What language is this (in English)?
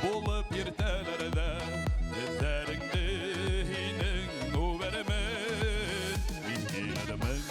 Bashkir